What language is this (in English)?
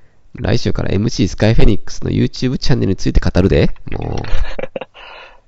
Japanese